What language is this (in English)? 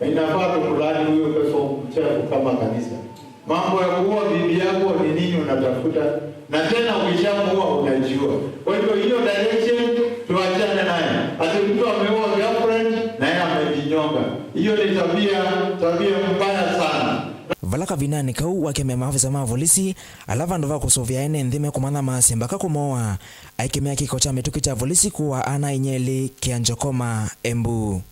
Kamba